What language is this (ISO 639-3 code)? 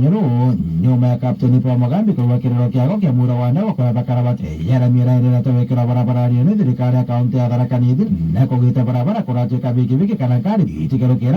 mer